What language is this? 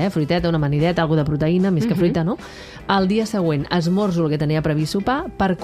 Catalan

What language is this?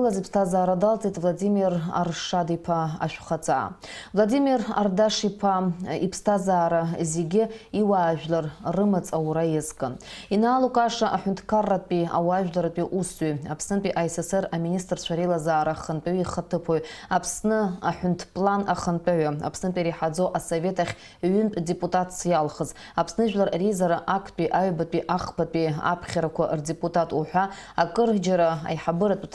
Abkhazian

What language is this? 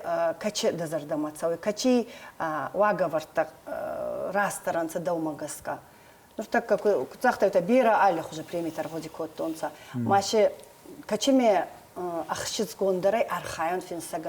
Ossetic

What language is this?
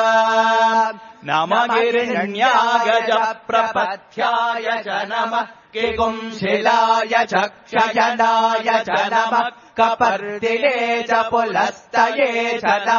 Sanskrit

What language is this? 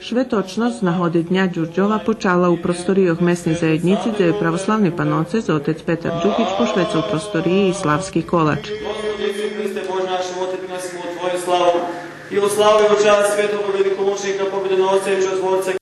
Rusyn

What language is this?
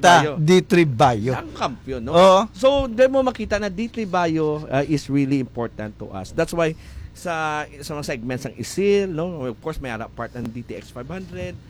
Hiligaynon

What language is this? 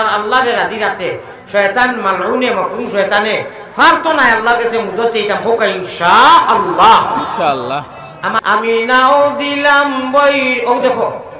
Sylheti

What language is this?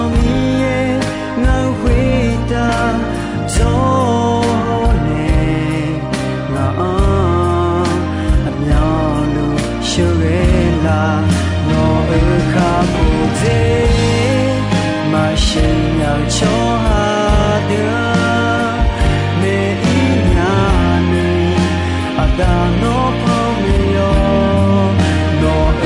Akha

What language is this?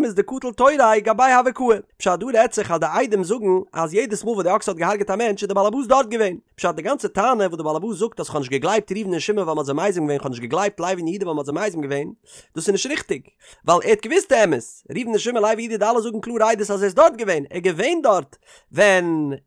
Yiddish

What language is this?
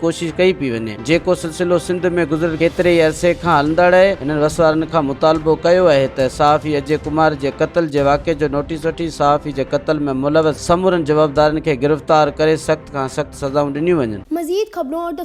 Sindhi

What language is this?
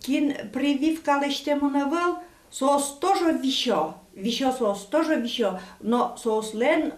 Udmurt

